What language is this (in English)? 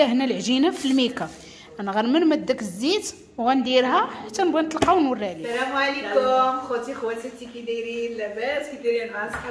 Moroccan Arabic